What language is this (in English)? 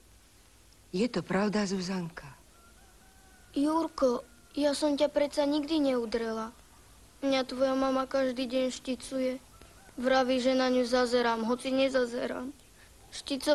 Slovak